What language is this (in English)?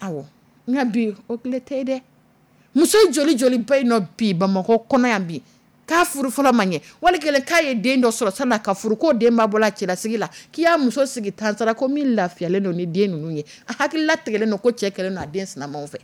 Dyula